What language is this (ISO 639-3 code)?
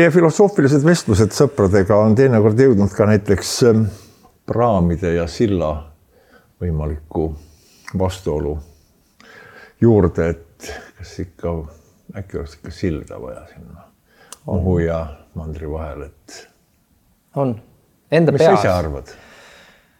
est